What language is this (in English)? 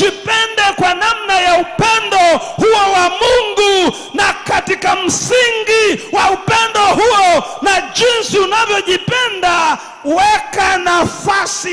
Swahili